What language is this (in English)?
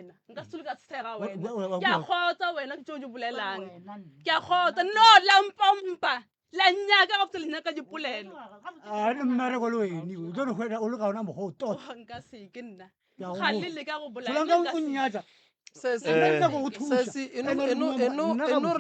Northern Sotho